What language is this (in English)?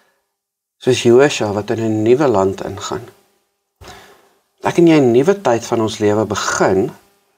Afrikaans